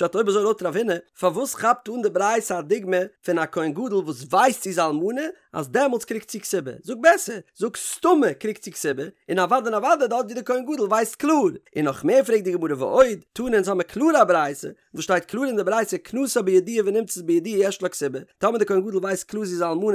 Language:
Yiddish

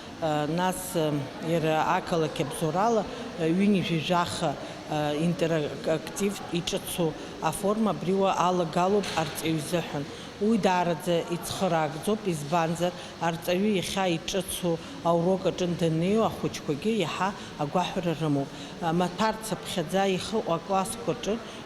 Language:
Abkhazian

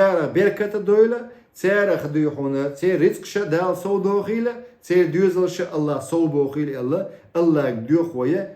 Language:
Chechen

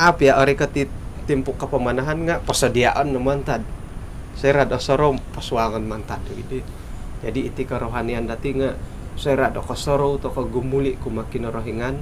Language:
Central Dusun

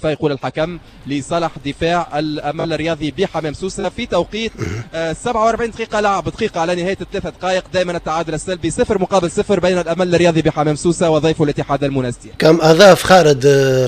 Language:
Tunisian Arabic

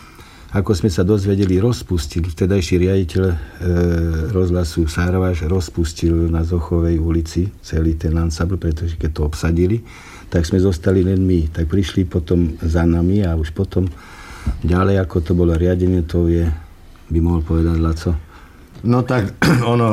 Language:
Slovak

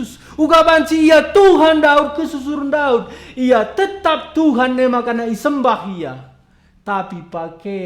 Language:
Batak Karo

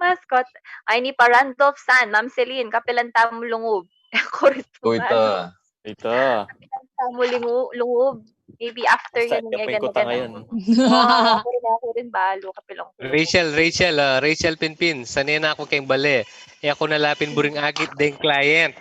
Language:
Pampanga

